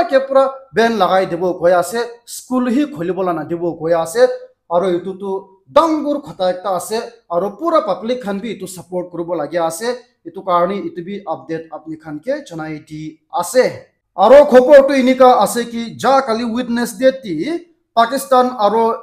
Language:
Naga Pidgin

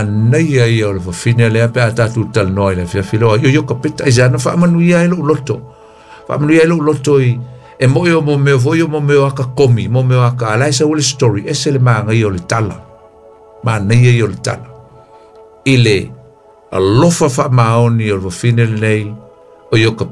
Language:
Samoan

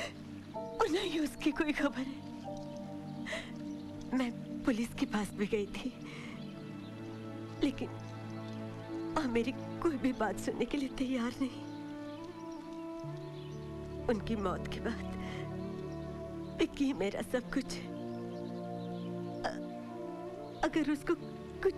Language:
Hindi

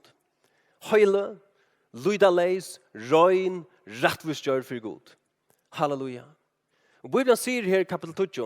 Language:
Faroese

